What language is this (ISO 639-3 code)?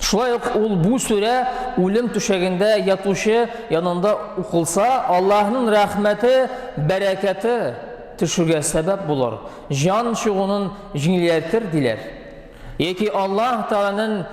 tat